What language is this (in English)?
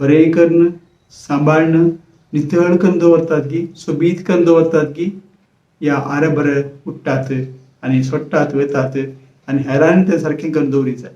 Konkani